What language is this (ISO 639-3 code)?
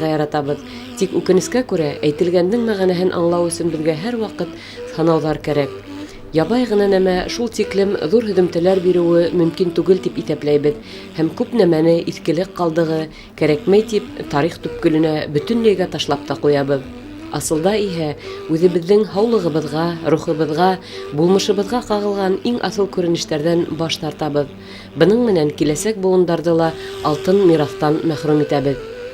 bak